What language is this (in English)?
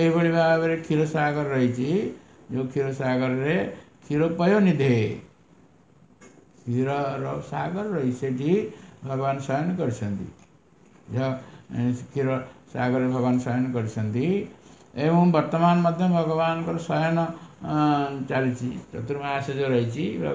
Odia